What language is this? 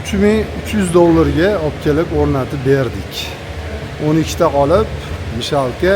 Uzbek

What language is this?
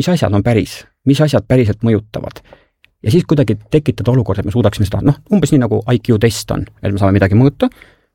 Estonian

